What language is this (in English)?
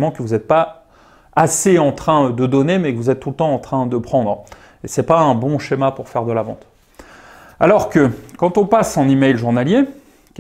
French